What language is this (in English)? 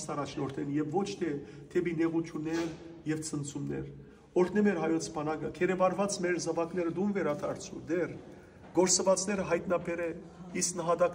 Western Armenian